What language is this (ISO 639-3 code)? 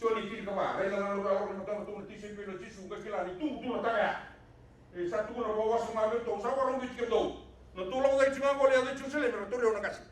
fij